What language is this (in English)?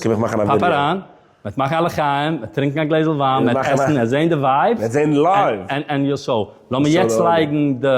Yiddish